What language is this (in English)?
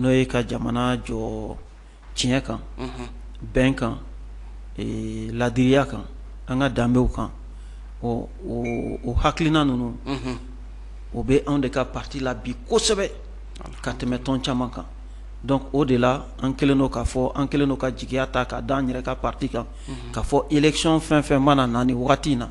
Bambara